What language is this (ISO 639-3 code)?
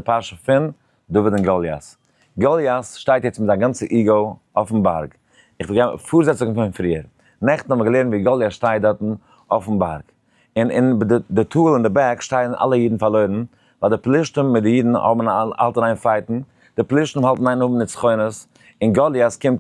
yid